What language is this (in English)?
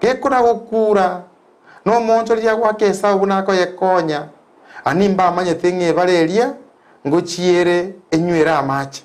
Gusii